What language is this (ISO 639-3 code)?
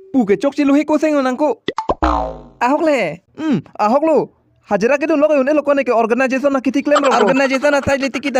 mjw